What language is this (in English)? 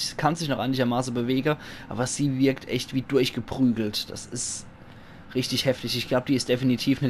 Palatine German